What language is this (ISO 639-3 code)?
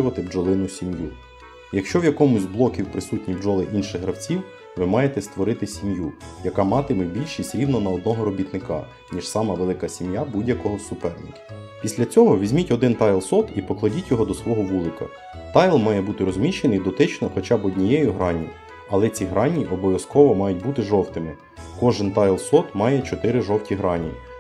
ukr